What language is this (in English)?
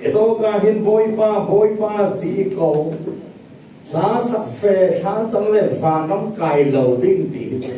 Falam Chin